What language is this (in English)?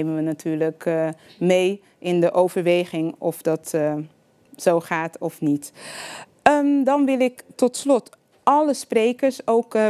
Dutch